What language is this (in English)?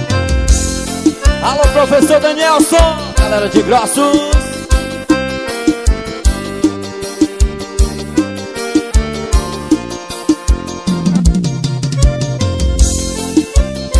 Portuguese